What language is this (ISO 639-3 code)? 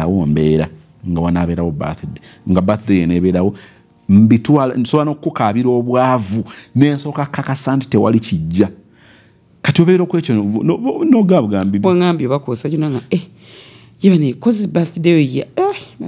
lug